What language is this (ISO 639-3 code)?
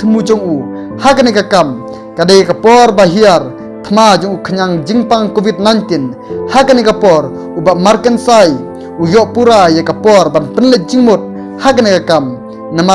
kha